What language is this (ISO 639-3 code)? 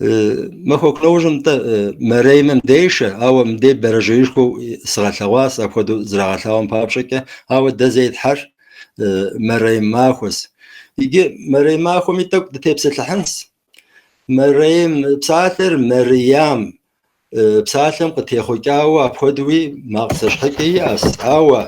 kbd